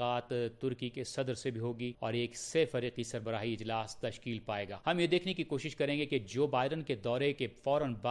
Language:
Urdu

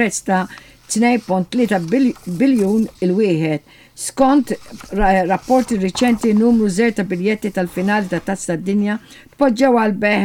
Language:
Maltese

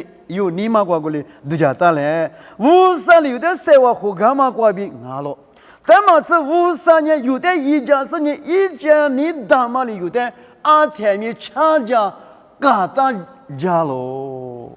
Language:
Lisu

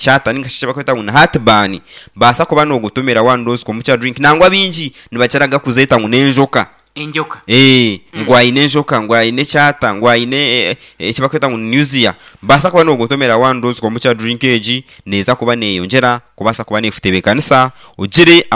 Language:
Nyankole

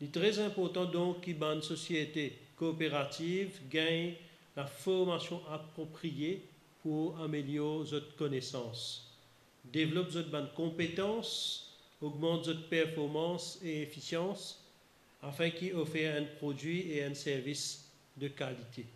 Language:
Morisyen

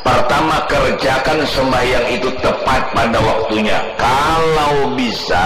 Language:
Banjar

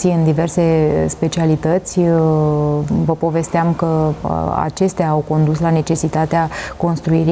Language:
Romanian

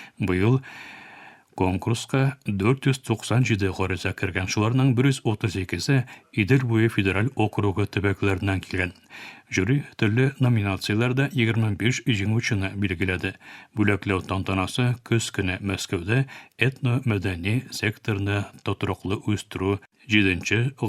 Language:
Tatar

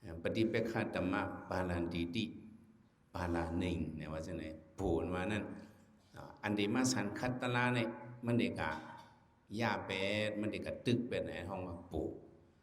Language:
Shan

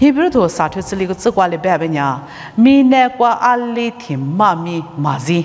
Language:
Lisu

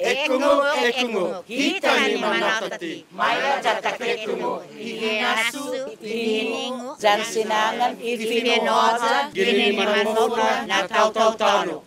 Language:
Chamorro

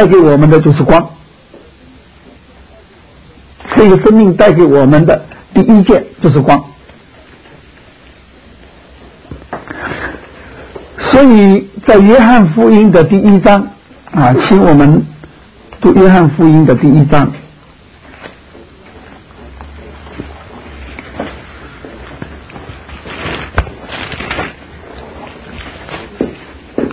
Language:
Chinese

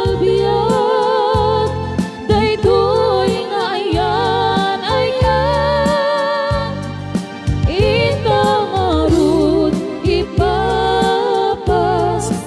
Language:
Iloko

